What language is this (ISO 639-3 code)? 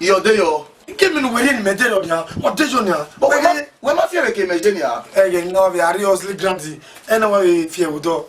bin